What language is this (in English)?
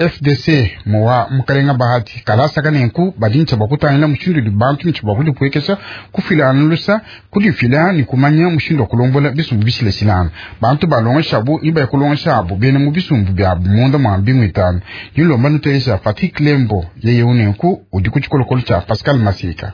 Luba-Lulua